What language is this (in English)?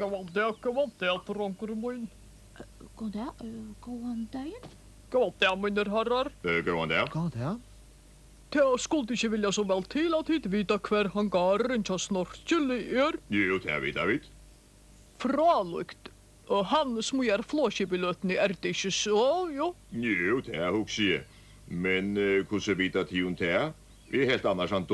Faroese